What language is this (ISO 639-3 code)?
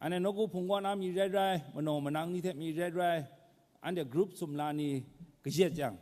kac